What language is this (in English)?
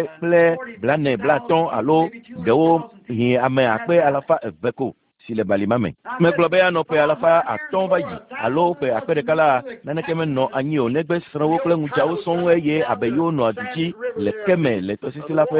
Ewe